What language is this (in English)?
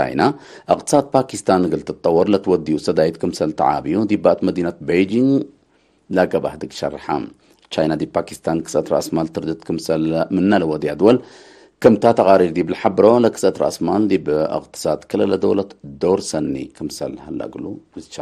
Tigre